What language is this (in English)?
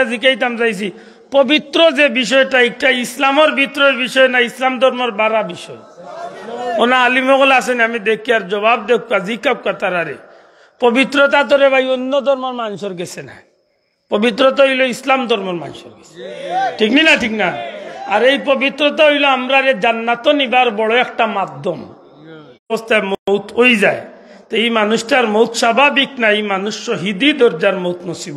Sylheti